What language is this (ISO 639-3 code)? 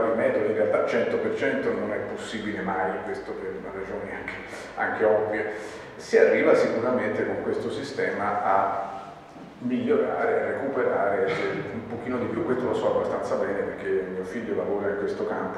ita